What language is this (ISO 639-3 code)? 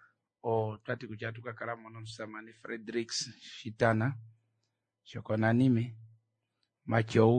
kua